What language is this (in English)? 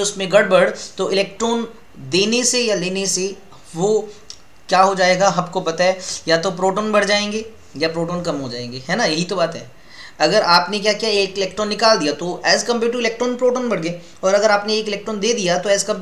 Hindi